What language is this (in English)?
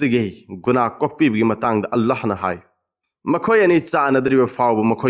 Manipuri